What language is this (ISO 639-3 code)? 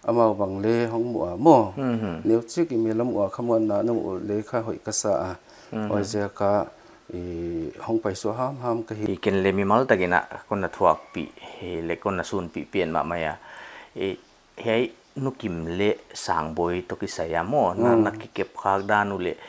pck